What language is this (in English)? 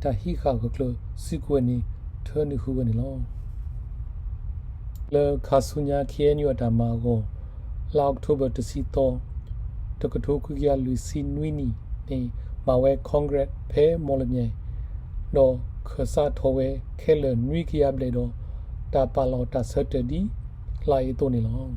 S'gaw Karen